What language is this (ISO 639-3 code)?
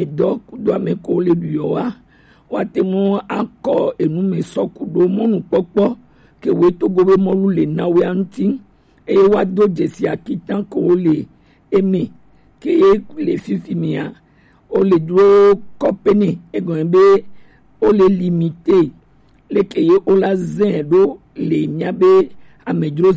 gej